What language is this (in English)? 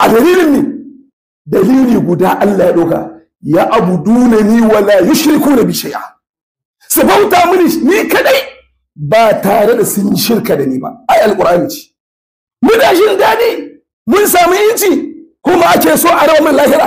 Hausa